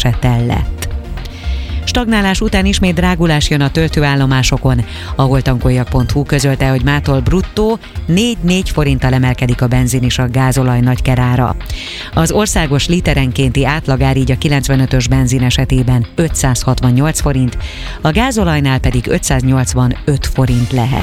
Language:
Hungarian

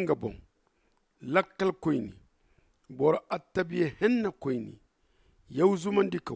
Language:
Zarma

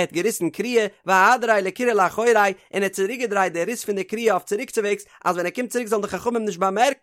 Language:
Yiddish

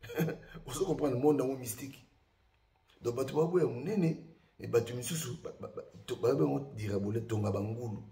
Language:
Lingala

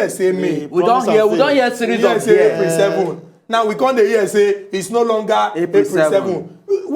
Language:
Nigerian Pidgin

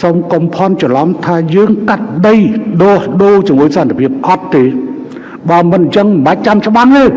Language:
Khmer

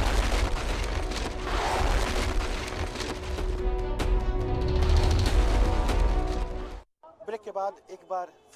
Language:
Hindi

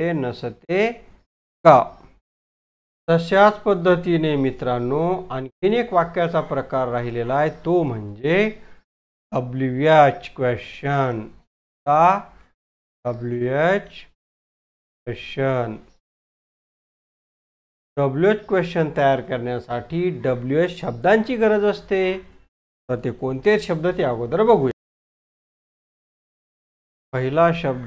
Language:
Marathi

